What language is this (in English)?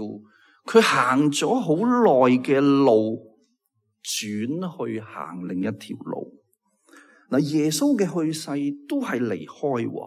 Cantonese